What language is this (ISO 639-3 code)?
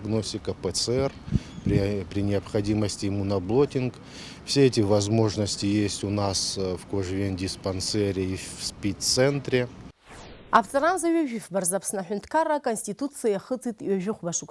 abk